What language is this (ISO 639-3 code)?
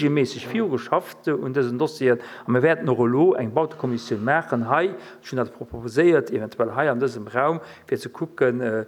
ltz